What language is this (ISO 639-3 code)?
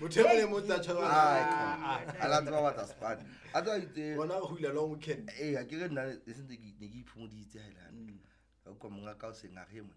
sot